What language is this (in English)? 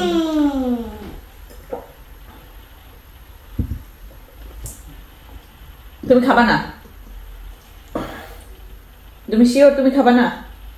Bangla